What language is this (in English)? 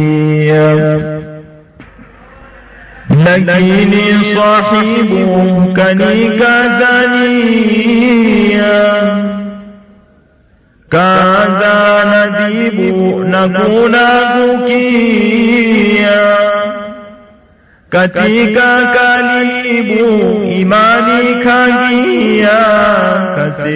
Swahili